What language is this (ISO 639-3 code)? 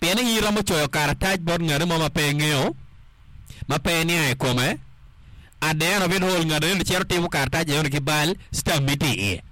ach